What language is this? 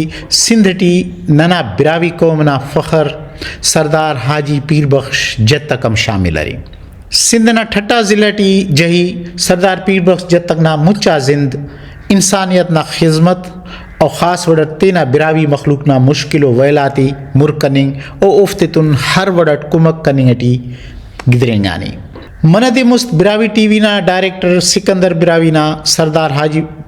Brahui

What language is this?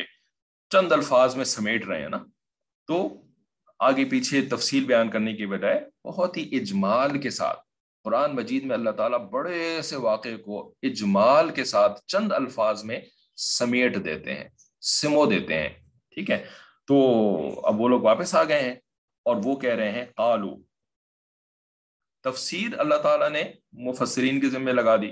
Urdu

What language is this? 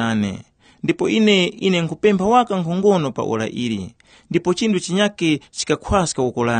Tumbuka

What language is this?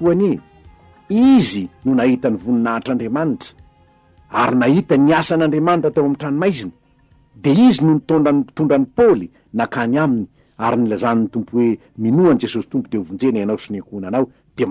Malagasy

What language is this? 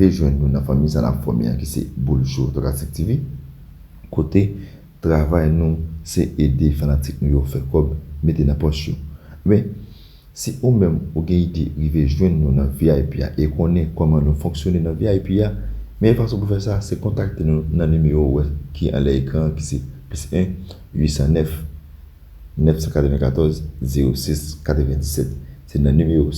Haitian Creole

